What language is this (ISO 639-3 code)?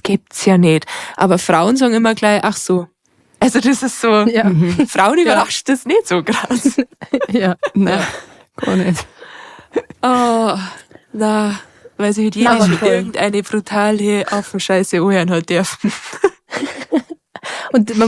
bar